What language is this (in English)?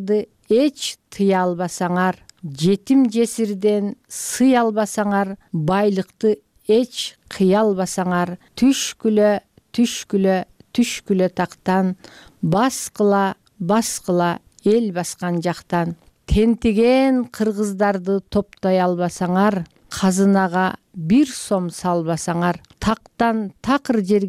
Kyrgyz